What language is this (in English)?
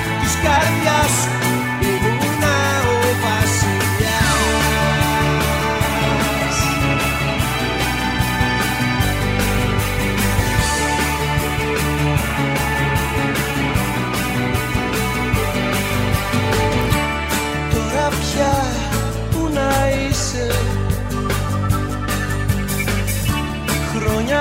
Greek